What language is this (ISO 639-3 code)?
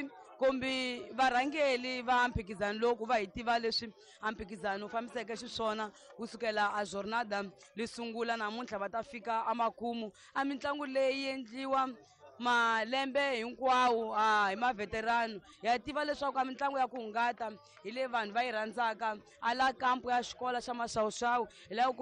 tso